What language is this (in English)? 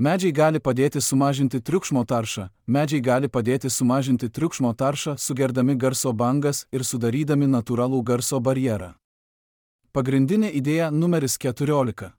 Lithuanian